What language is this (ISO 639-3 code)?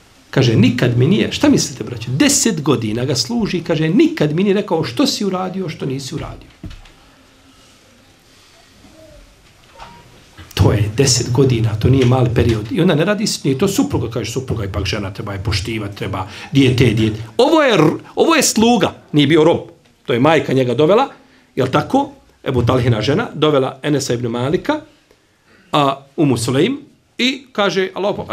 bos